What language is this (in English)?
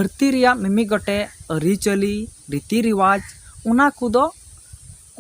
Santali